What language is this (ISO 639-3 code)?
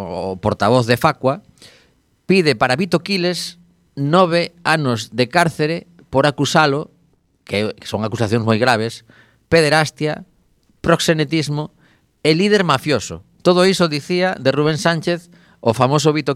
glg